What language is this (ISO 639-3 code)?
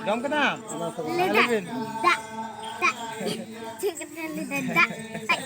sat